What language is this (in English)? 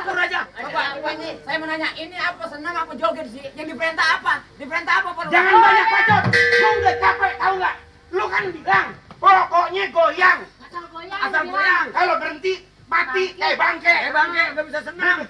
Betawi